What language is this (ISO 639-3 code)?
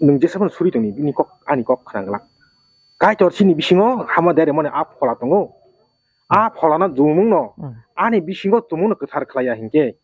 trp